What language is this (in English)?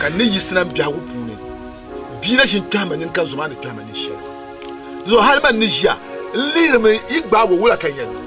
Dagbani